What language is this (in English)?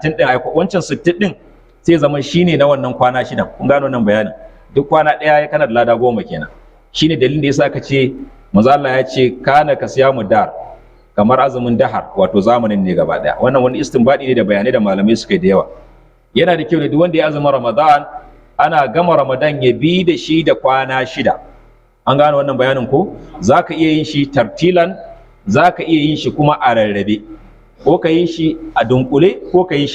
Hausa